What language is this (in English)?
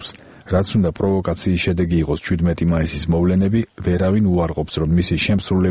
Georgian